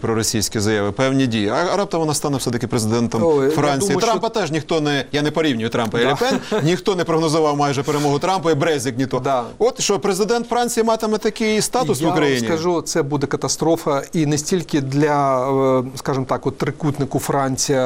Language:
Ukrainian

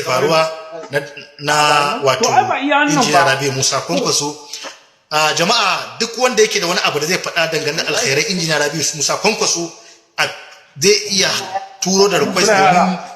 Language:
Hausa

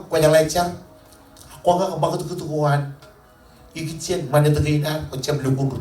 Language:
Marshallese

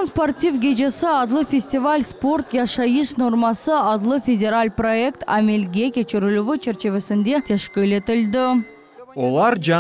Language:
Crimean Tatar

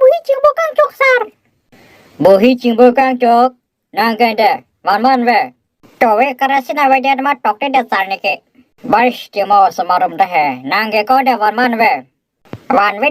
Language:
Karbi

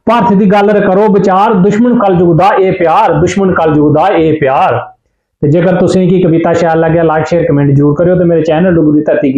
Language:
Dogri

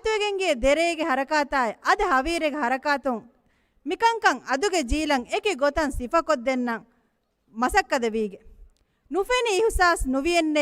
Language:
Divehi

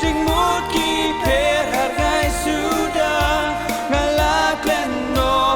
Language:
Khasi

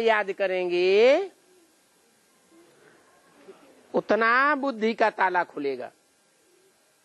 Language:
Hindi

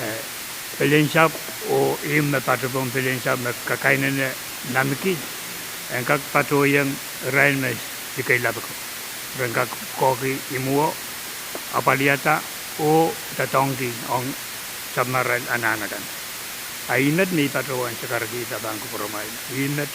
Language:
Pohnpeian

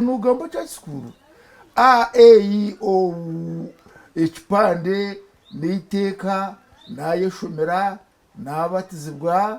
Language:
Nyankole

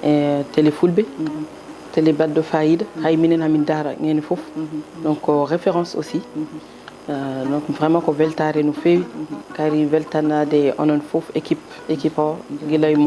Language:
Fula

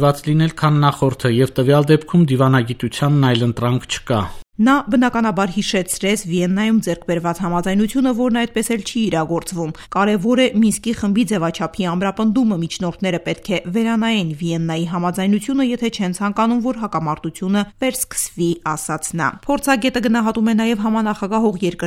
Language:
Armenian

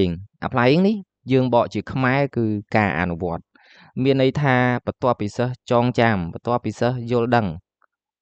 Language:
Khmer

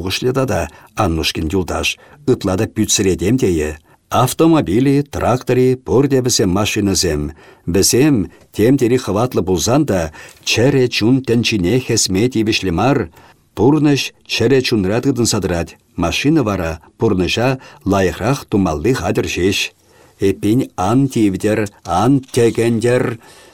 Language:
Chuvash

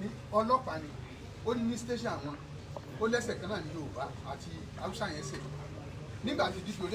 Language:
Yoruba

